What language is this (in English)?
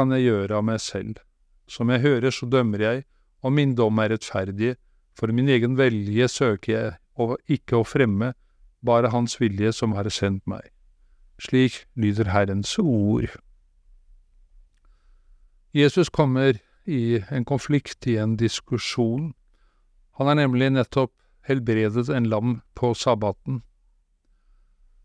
Norwegian